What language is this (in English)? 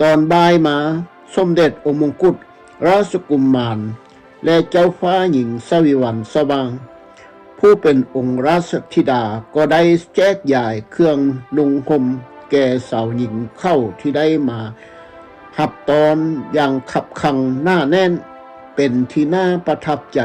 Lao